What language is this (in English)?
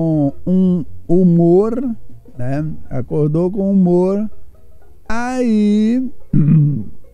Portuguese